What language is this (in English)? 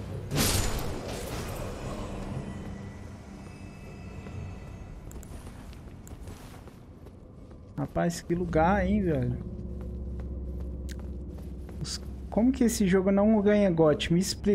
Portuguese